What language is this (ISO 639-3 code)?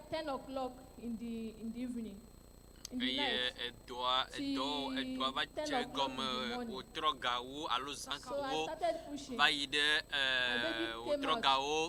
ewe